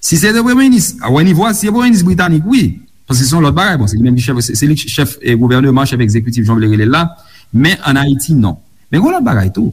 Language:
Haitian Creole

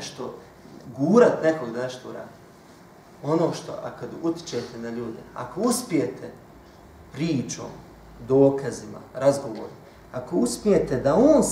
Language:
Bosnian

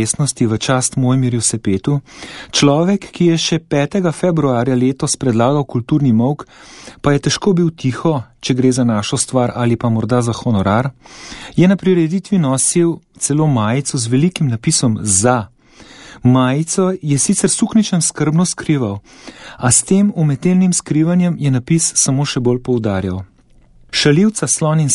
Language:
Slovenian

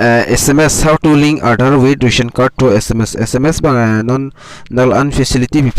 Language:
Karbi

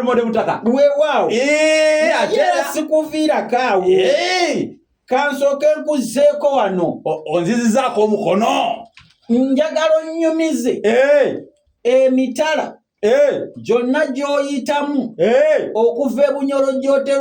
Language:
Ganda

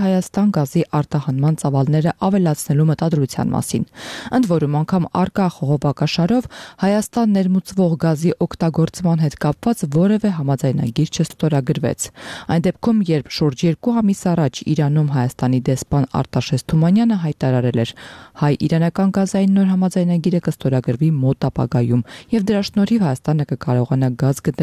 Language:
Armenian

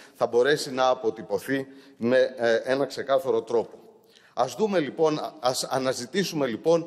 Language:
Greek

